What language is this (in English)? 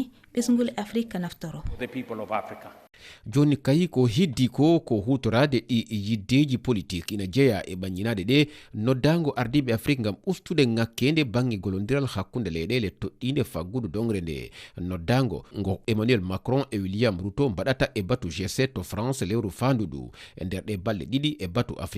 Fula